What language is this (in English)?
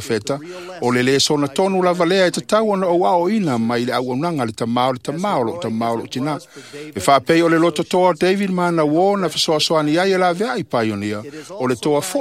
Samoan